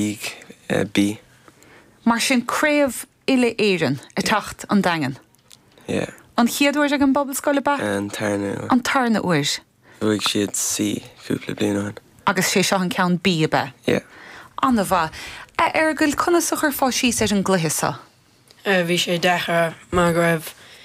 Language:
Irish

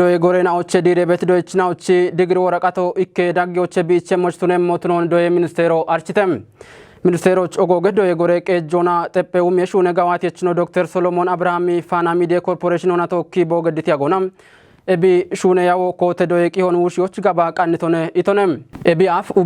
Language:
Kafa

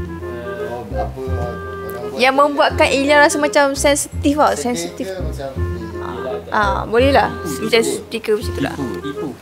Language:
Malay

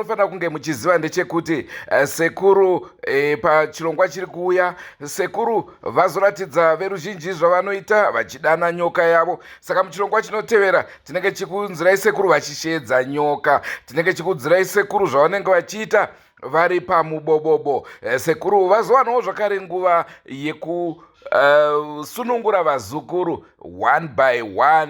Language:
Shona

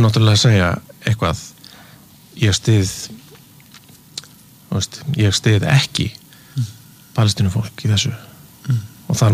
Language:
Icelandic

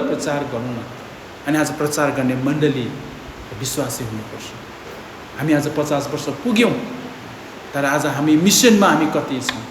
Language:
Nepali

